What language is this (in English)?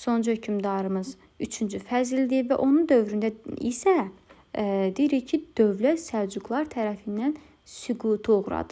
Azerbaijani